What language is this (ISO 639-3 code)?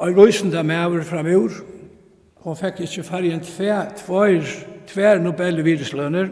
fao